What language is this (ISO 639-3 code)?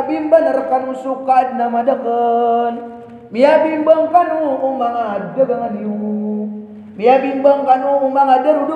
mrw